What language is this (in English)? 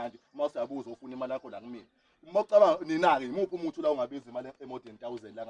Zulu